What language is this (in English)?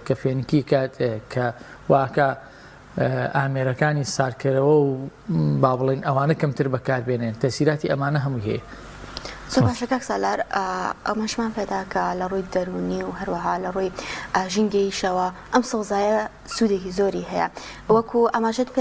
Central Kurdish